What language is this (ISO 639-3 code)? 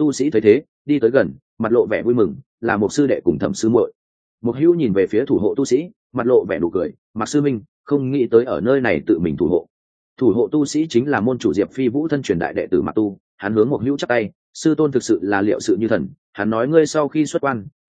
vie